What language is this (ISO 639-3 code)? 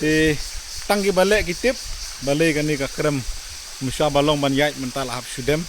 kha